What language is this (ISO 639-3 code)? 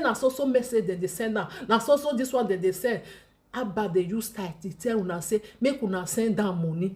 pcm